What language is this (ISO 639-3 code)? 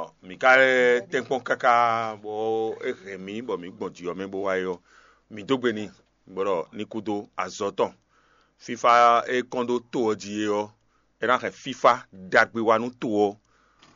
fon